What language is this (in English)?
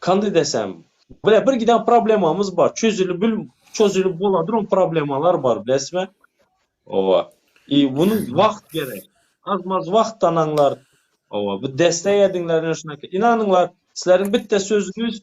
Turkmen